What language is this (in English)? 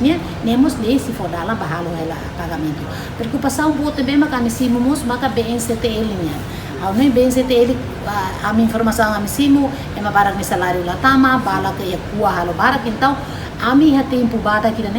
Tetum